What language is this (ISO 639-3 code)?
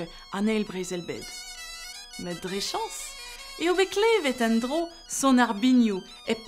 bre